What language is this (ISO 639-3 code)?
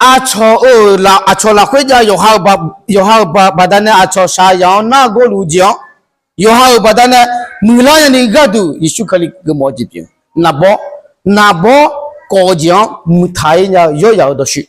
ahk